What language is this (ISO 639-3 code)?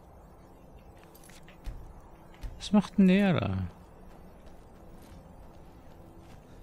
deu